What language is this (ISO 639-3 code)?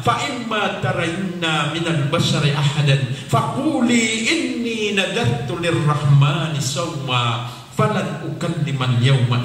mrw